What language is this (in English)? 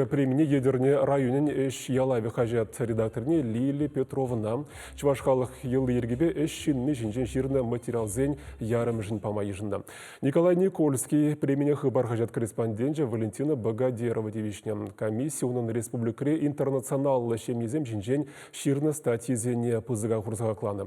Chuvash